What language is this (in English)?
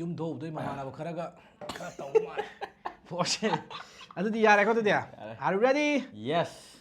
Manipuri